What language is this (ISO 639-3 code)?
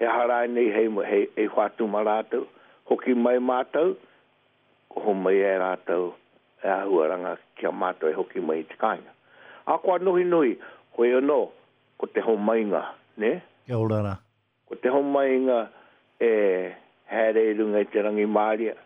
mri